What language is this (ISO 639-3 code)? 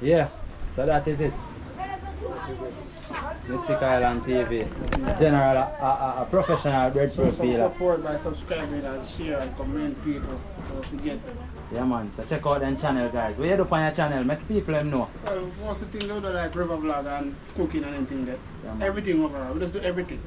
jam